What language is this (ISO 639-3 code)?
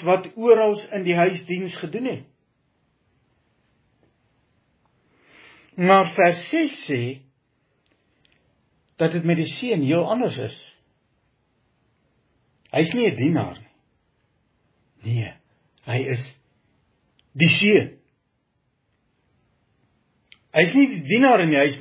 afr